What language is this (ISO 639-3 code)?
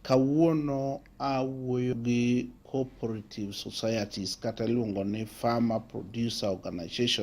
luo